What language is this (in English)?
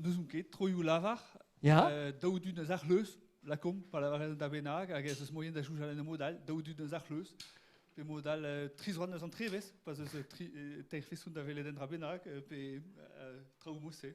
Breton